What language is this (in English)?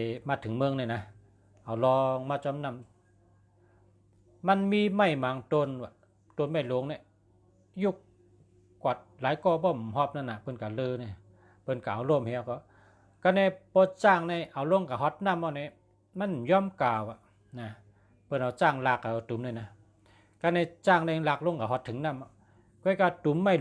Shan